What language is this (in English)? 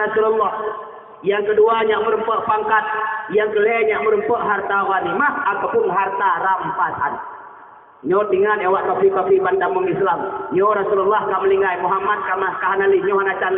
Achinese